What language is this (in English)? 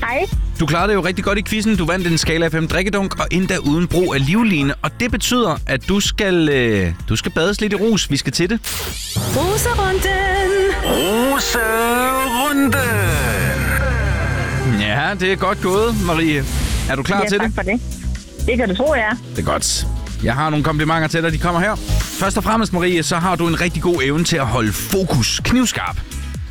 Danish